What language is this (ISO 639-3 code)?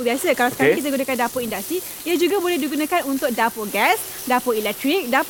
msa